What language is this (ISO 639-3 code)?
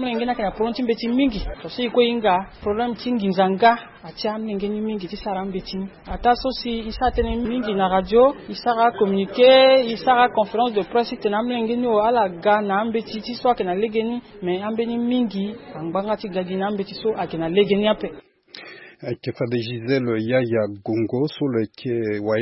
sag